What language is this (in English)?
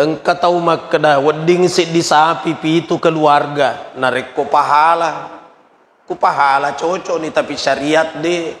Buginese